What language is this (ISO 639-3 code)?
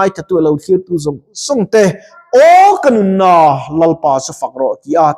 lus